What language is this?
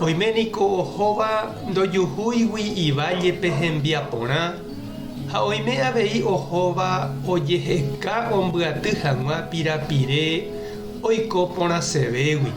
Guarani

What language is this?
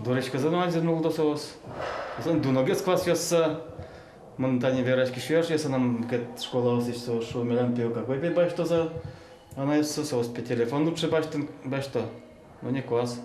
Udmurt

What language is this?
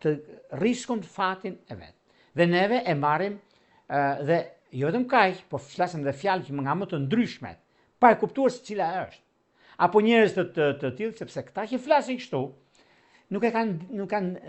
Albanian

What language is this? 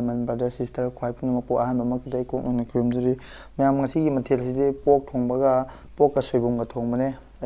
Manipuri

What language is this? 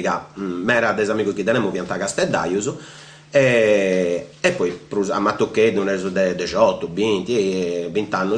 Sardinian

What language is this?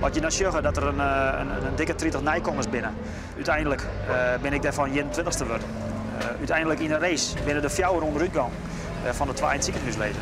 Western Frisian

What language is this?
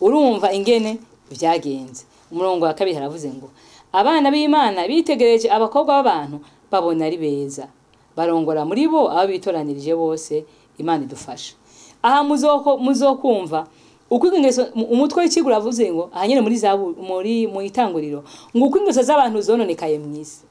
Rundi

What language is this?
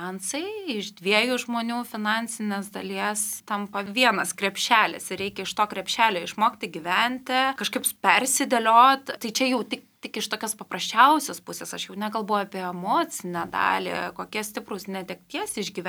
Lithuanian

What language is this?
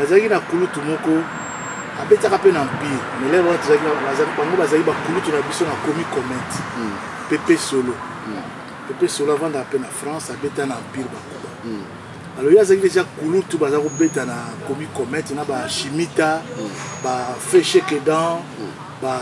Lingala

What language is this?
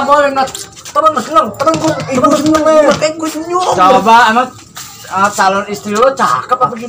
Betawi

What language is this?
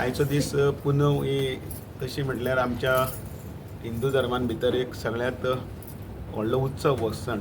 Konkani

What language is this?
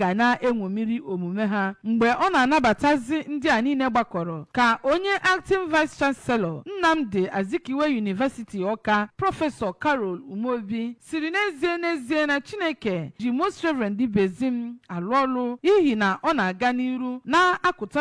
Igbo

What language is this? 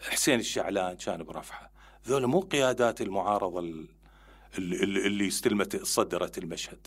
Mesopotamian Arabic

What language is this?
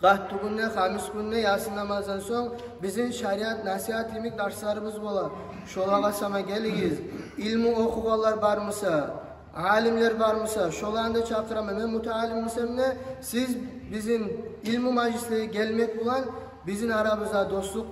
Kumyk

